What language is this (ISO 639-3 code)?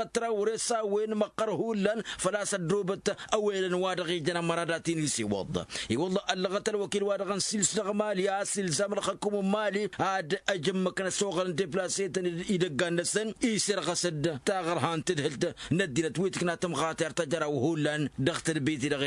taq